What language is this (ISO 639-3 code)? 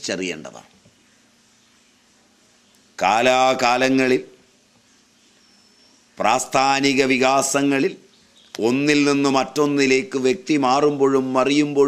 mal